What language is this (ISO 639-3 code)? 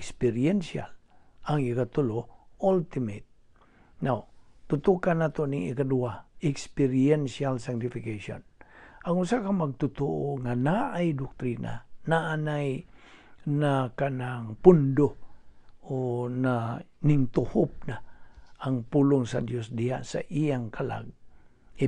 ceb